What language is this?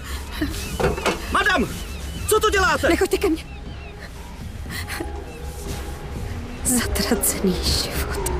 Czech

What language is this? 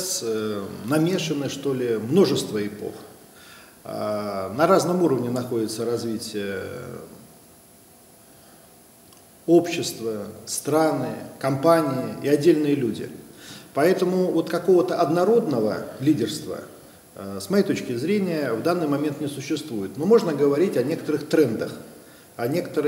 Russian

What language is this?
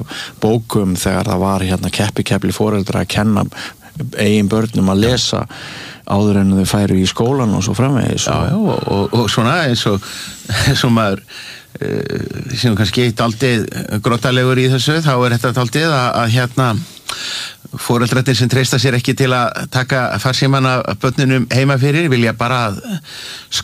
Icelandic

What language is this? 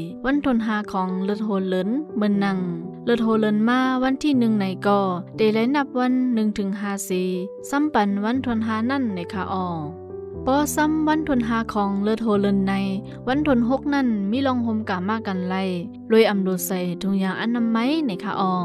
Shan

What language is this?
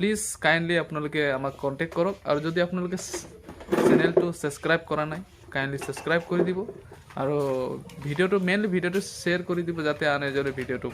Assamese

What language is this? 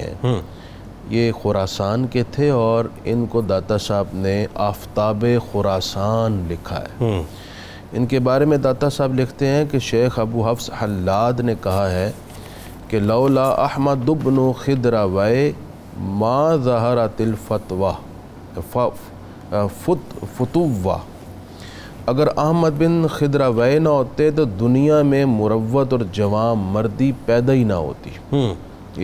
Urdu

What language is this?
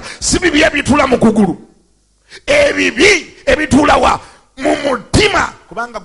Ganda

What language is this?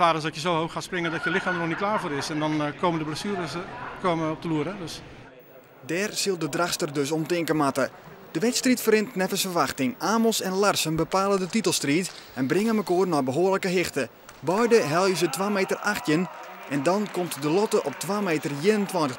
Western Frisian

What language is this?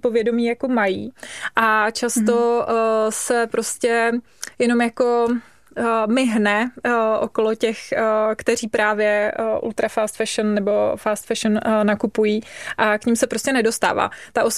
Czech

